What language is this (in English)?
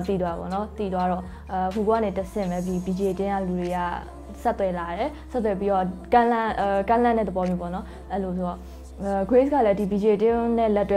Burmese